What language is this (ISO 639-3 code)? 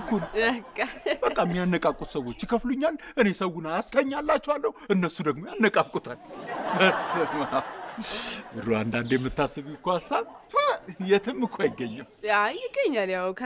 amh